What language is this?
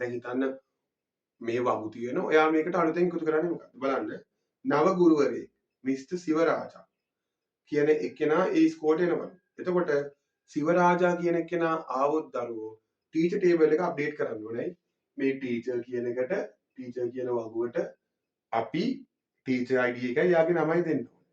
Sinhala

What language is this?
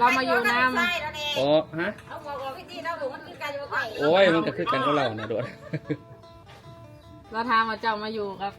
Lao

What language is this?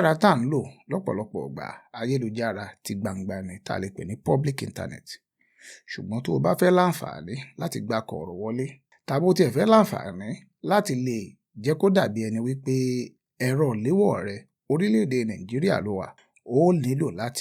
Yoruba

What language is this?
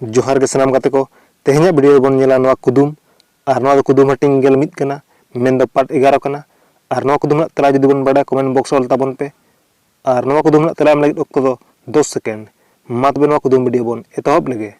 Santali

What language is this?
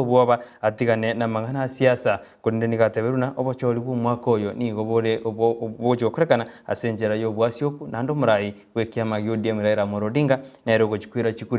Gusii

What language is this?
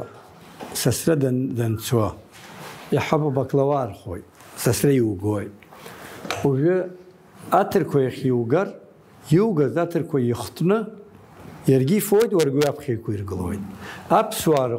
Abkhazian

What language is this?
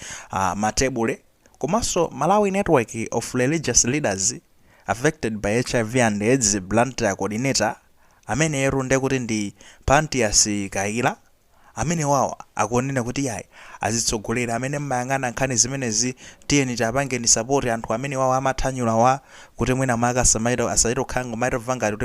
Nyanja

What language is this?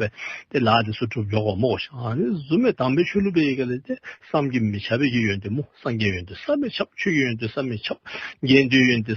Dzongkha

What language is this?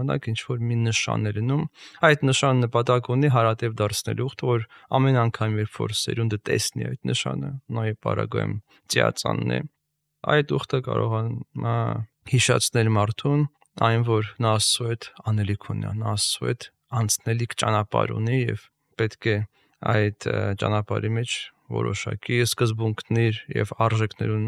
Armenian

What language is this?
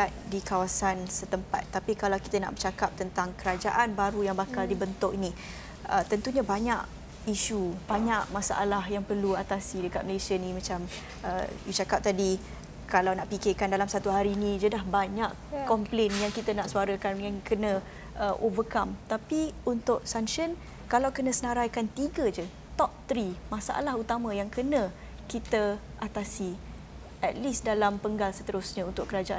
Malay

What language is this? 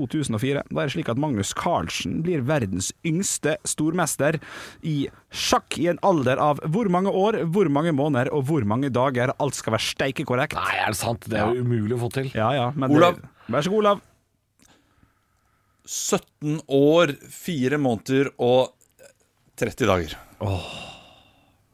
Norwegian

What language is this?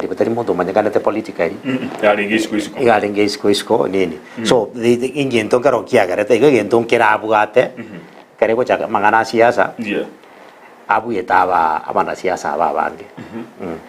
Gusii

